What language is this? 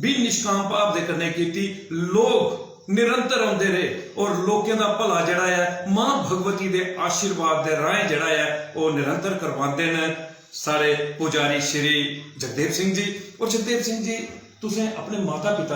Dogri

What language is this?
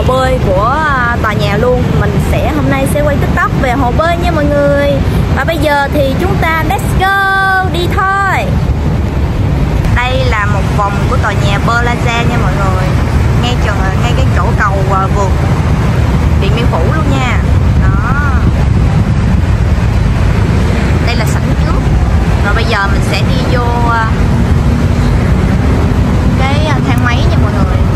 Vietnamese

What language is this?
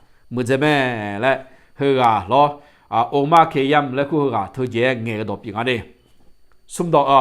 Akha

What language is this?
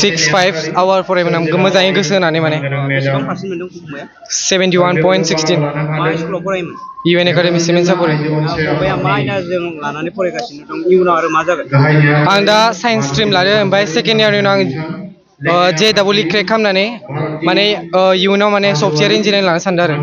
Bodo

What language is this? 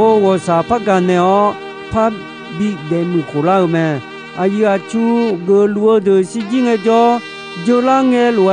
Akha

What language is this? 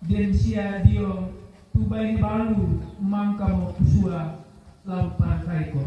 Toraja-Sa'dan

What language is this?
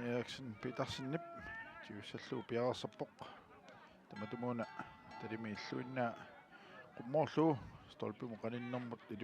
Kalaallisut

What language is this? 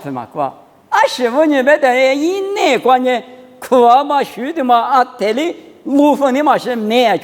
Lisu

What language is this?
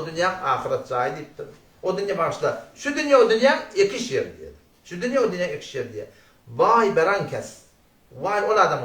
Turkmen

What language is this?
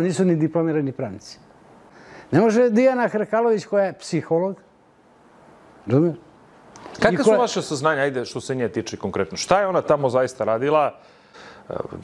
Serbian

